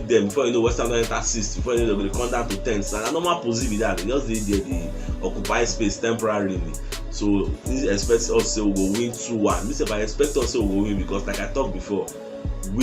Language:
Nigerian Pidgin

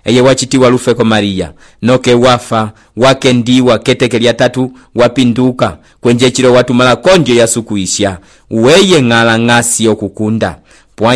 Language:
Umbundu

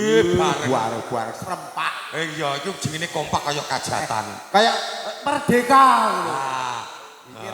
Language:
Javanese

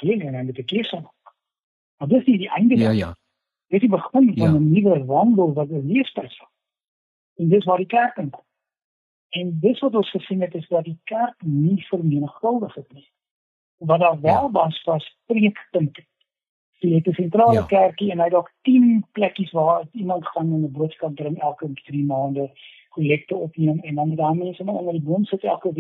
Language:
Afrikaans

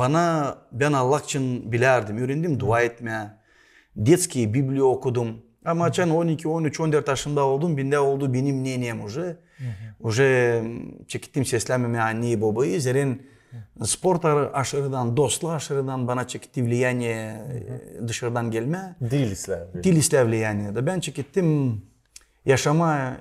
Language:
Gagauz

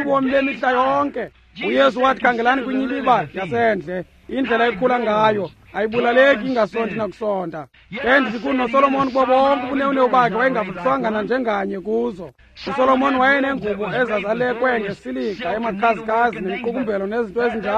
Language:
Xhosa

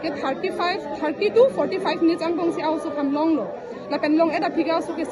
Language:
Karbi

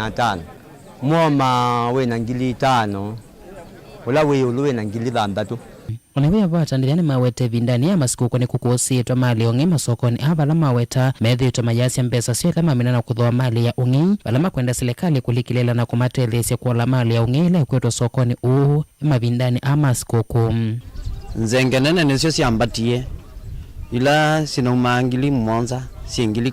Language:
Kamba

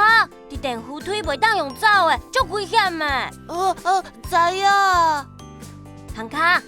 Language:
Min Nan Chinese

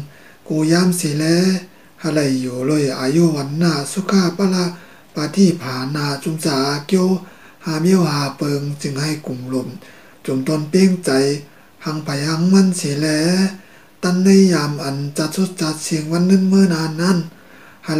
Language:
Shan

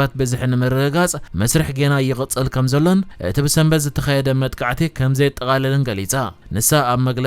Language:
Tigrinya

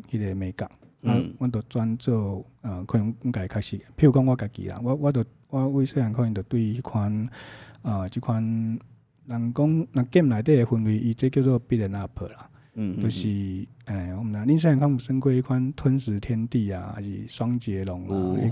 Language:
Min Nan Chinese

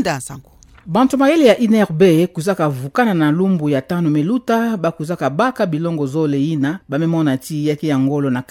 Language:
Kituba (Democratic Republic of Congo)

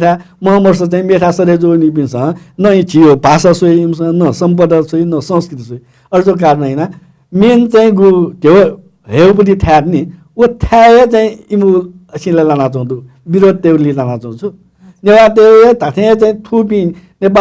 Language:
Newari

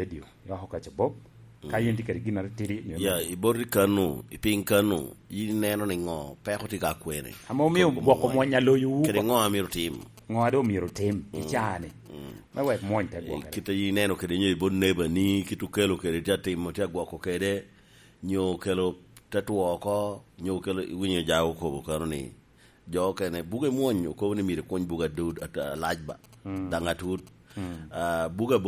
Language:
Lango (Uganda)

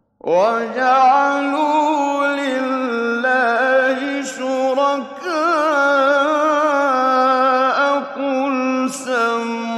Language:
Arabic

